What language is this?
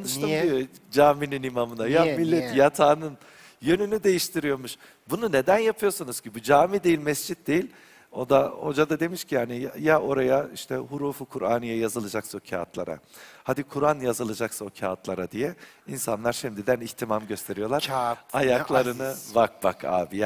Turkish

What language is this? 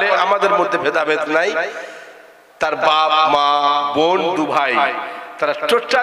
Bangla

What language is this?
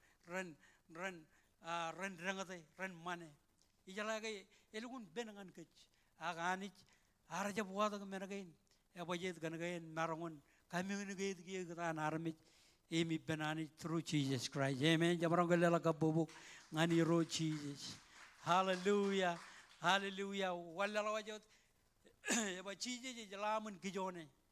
Marshallese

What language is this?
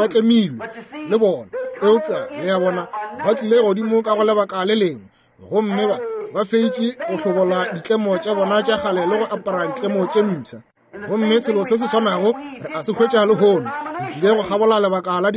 Northern Sotho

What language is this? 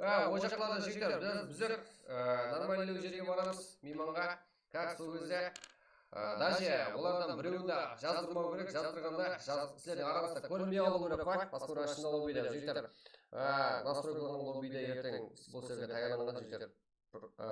Kara-Kalpak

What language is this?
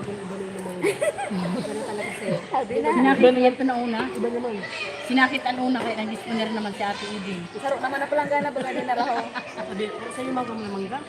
Bikol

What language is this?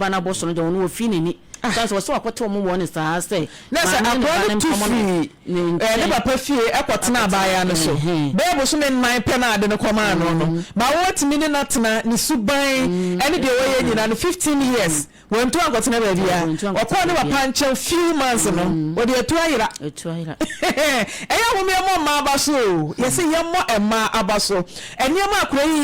Akan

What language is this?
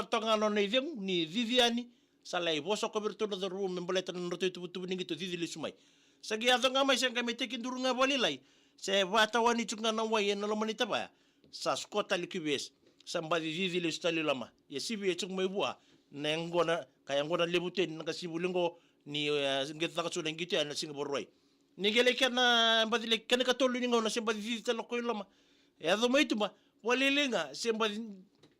Fijian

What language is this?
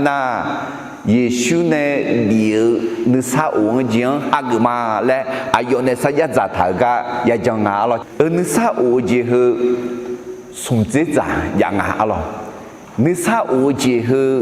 Akha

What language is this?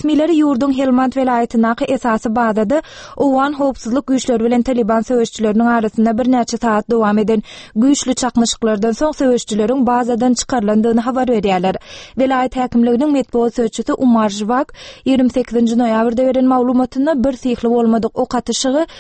Turkmen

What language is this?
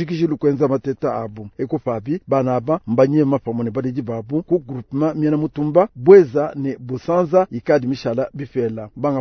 Luba-Lulua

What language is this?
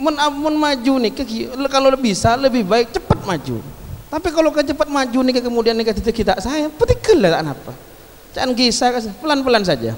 Madurese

